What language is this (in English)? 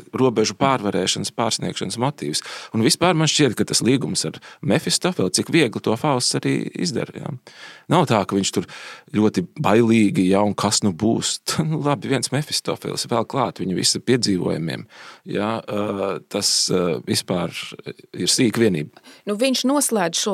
Latvian